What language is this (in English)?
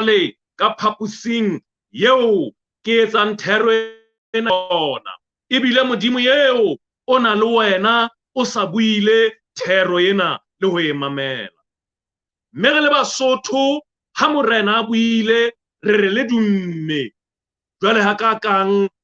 Southern Sotho